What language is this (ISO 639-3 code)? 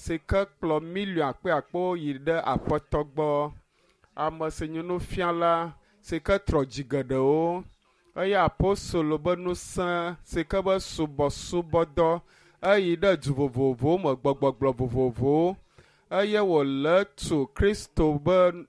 ewe